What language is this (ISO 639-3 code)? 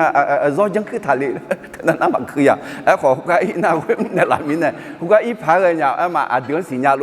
ahk